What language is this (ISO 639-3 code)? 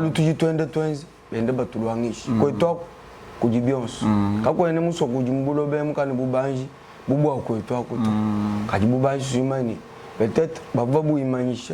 lua